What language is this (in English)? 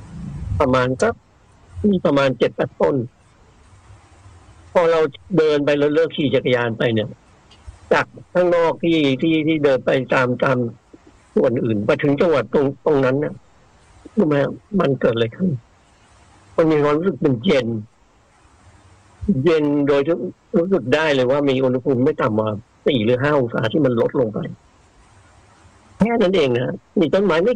Thai